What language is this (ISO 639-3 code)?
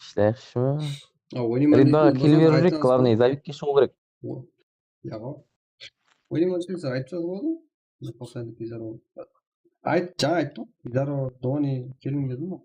kaa